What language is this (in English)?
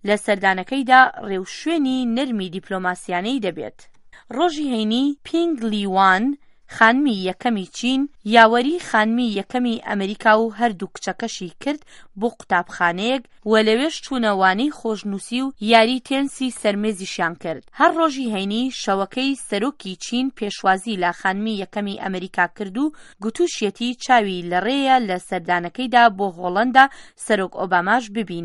Central Kurdish